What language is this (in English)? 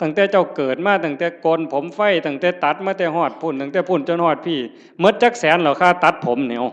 Northeastern Thai